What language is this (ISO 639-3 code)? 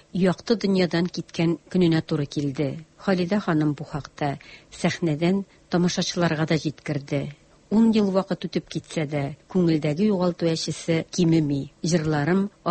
tat